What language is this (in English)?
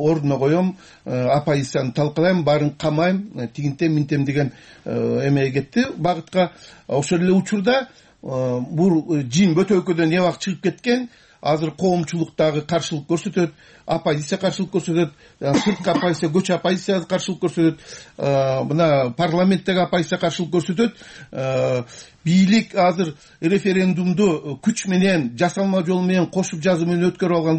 Kyrgyz